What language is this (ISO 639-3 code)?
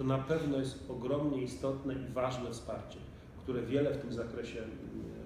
pol